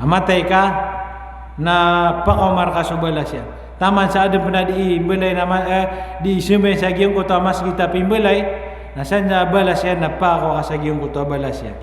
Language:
Maranao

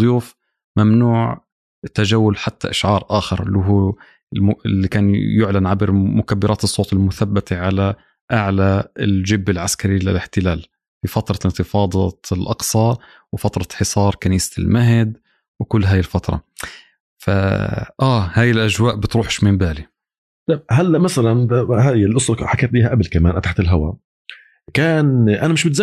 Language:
North Levantine Arabic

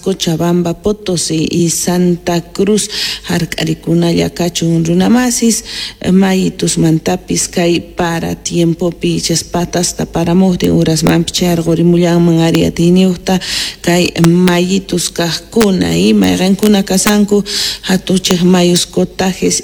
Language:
Quechua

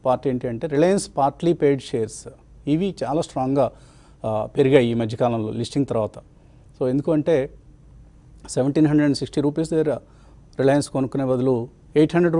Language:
Telugu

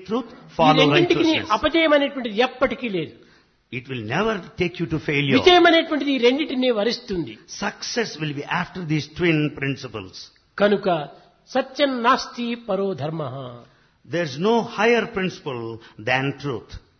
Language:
Telugu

